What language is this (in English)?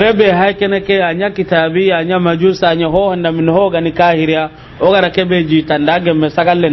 Soninke